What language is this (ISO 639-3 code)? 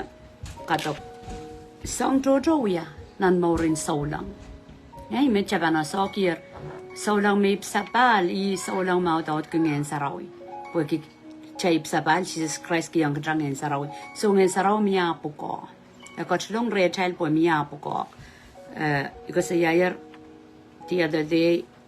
pon